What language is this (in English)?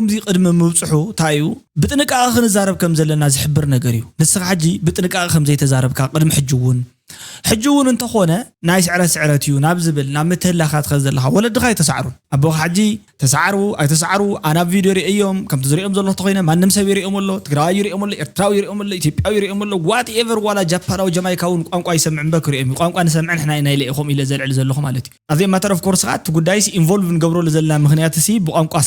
Tigrinya